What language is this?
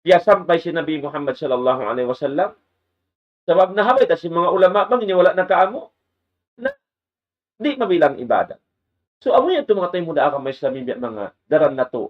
Tausug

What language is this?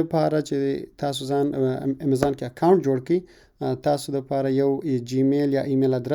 Pashto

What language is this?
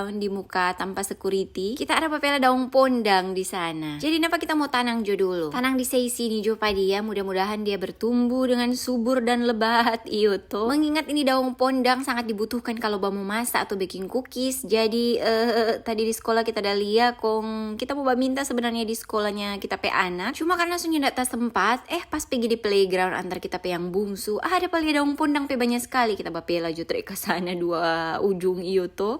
Manado Malay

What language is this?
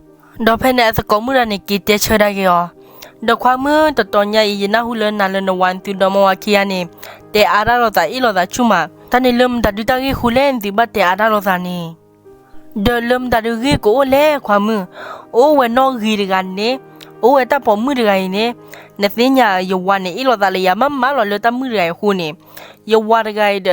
S'gaw Karen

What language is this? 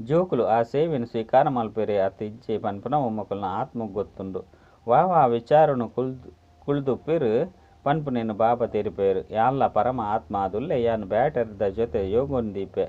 Tulu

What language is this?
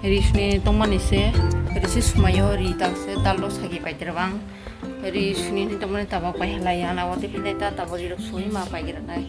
Kok Borok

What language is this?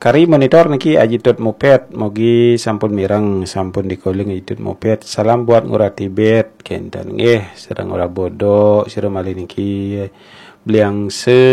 Balinese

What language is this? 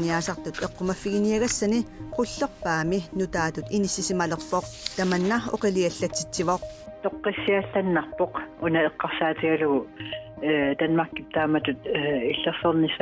Kalaallisut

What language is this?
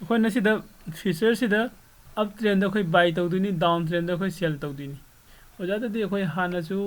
Manipuri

